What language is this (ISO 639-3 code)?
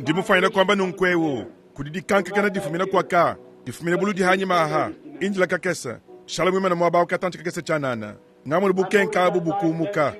lua